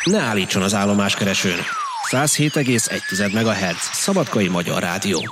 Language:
Hungarian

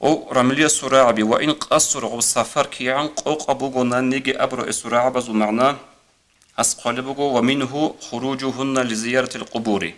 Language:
Avaric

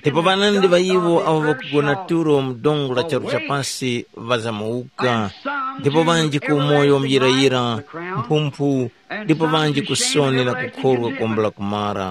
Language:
Tumbuka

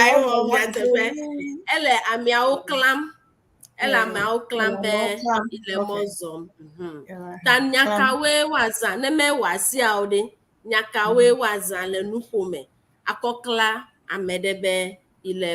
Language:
Ewe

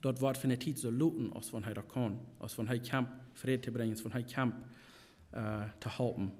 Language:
Plautdietsch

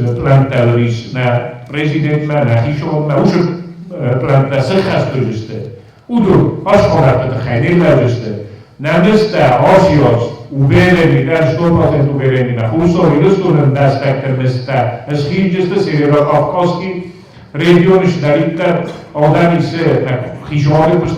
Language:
Ossetic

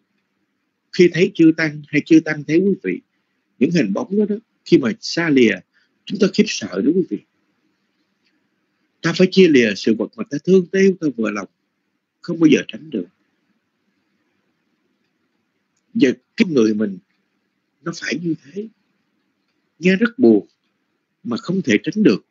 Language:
Vietnamese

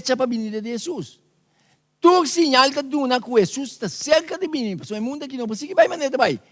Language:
Papiamento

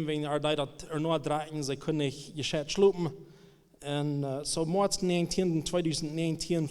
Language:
Plautdietsch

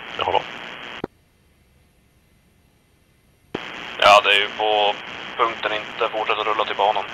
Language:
Swedish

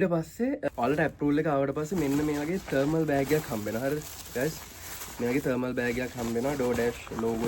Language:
Sinhala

